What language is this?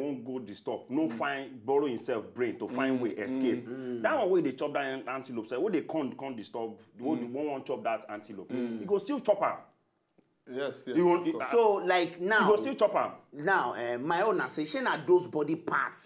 Nigerian Pidgin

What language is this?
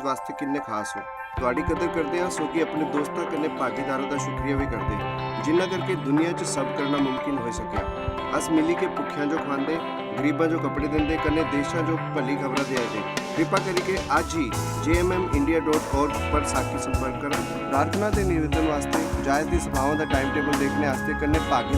Dogri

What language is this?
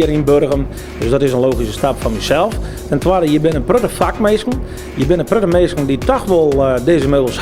Western Frisian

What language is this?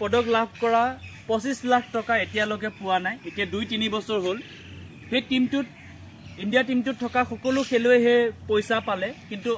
Assamese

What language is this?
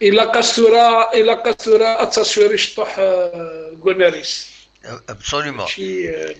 Kabyle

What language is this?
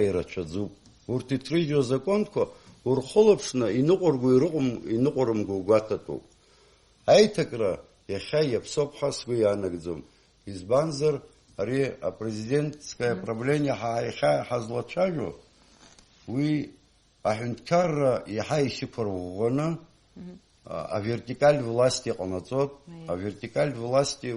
Abkhazian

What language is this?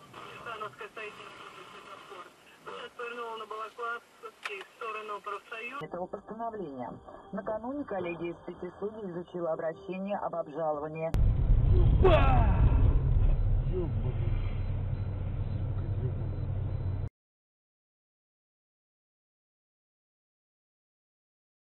Russian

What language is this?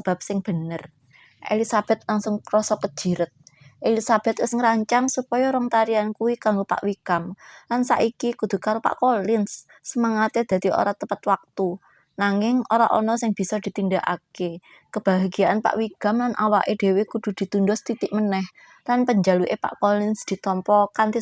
Javanese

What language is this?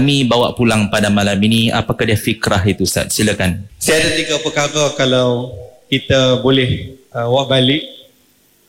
Malay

